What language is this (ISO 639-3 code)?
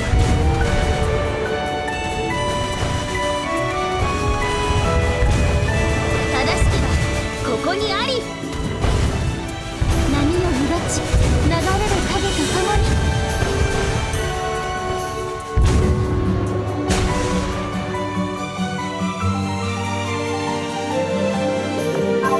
jpn